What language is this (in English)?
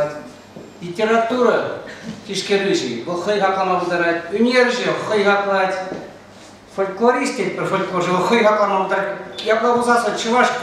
Chuvash